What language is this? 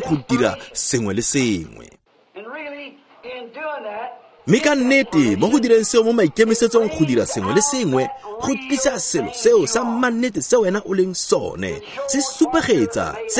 Tswana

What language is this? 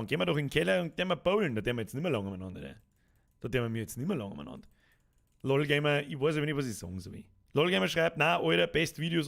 Bavarian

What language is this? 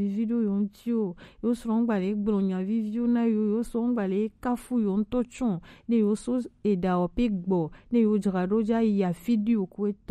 Gen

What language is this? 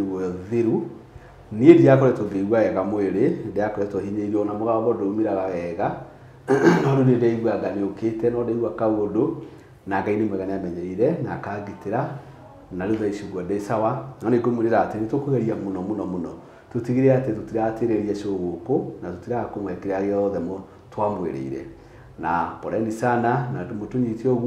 Kikuyu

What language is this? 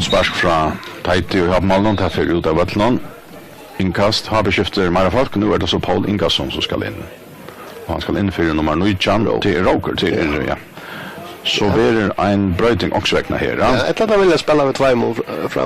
Faroese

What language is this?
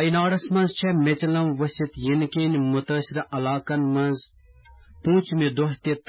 Kashmiri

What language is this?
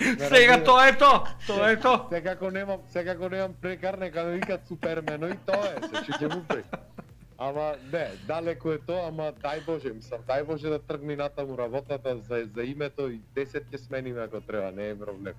Macedonian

